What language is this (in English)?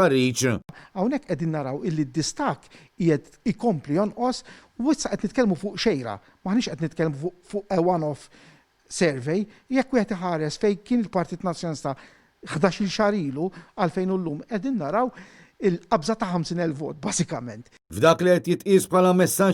Maltese